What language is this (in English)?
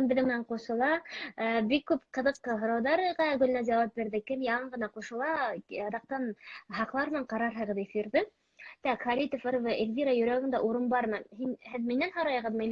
Bashkir